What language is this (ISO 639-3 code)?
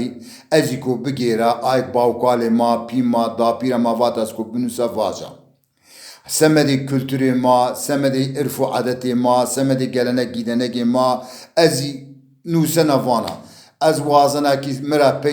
zza